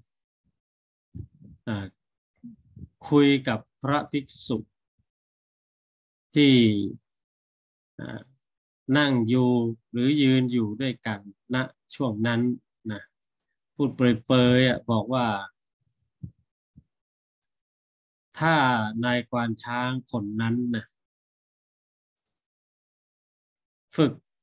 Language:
Thai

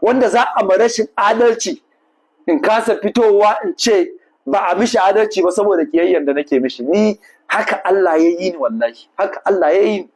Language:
Hausa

